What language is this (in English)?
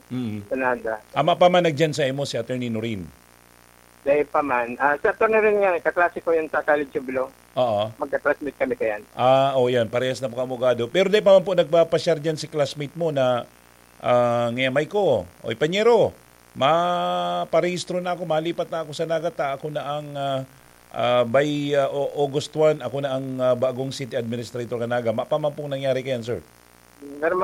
Bikol